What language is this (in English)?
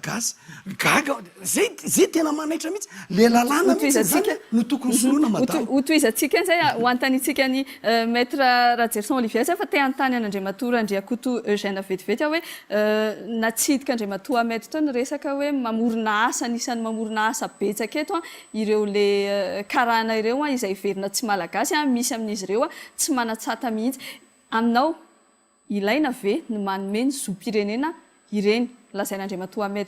Malagasy